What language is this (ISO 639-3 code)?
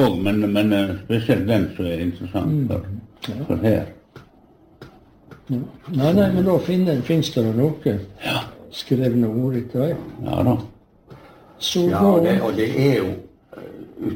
nor